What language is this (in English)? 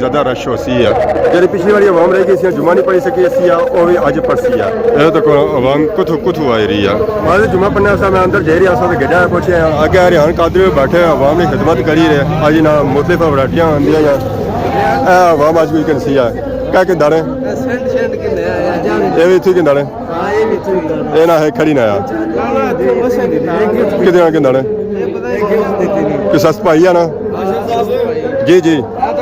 Pahari-Potwari